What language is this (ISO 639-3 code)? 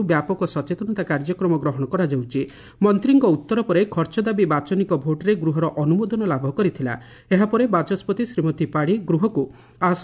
ori